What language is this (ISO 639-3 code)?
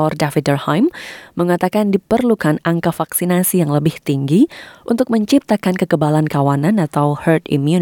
ind